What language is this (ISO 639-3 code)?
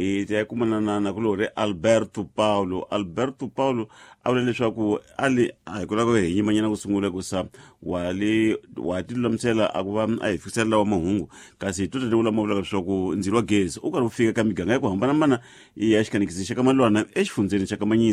tso